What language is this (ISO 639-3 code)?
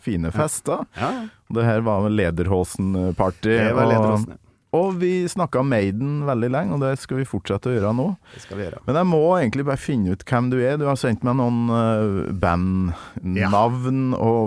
nor